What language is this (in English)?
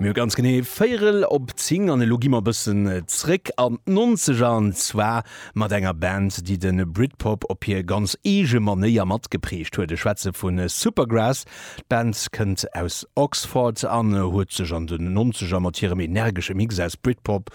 Luxembourgish